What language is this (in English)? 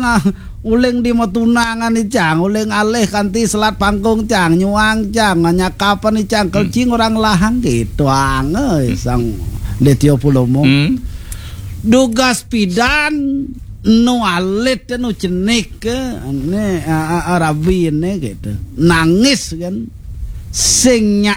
Balinese